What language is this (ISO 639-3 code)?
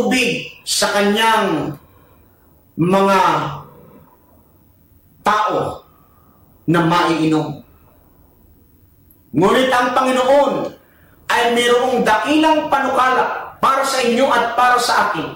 fil